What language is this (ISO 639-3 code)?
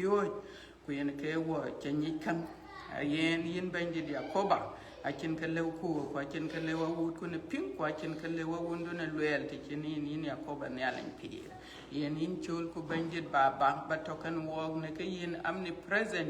din